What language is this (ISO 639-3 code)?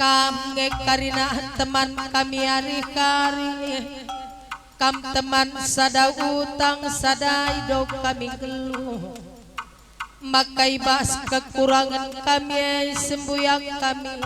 btx